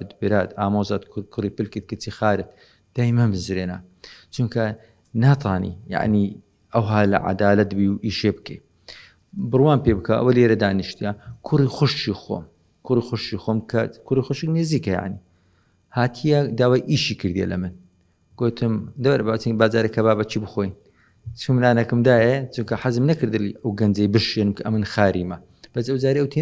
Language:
Central Kurdish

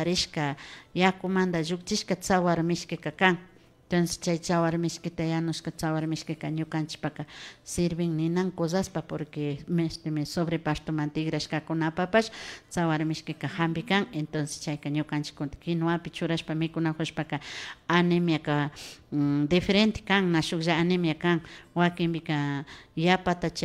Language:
Imbabura Highland Quichua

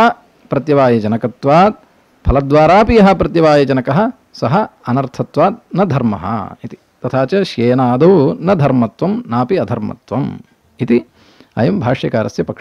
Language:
Sanskrit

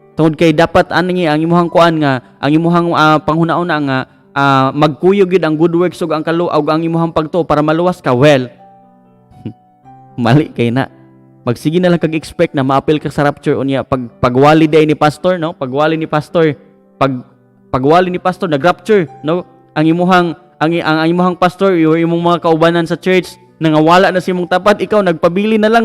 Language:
Cebuano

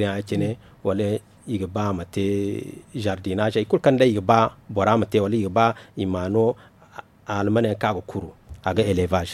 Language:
Zarma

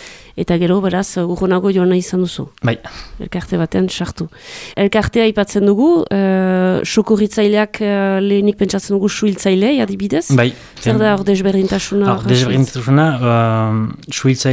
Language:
Basque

